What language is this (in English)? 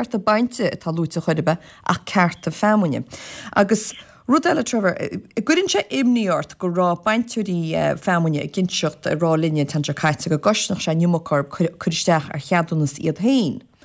Irish